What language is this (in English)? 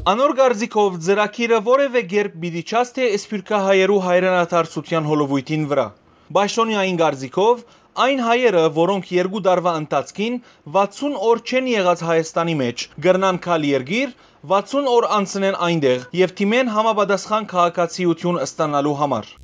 Western Armenian